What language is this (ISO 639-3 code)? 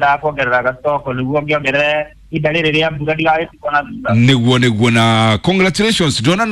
kik